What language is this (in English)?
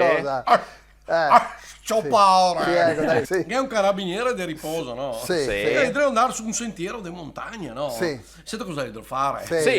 Venetian